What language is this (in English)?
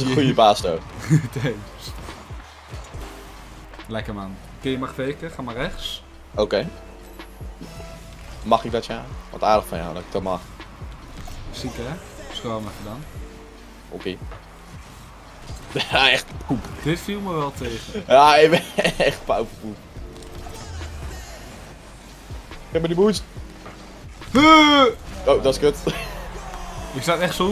Dutch